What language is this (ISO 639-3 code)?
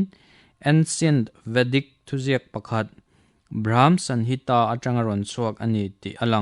lus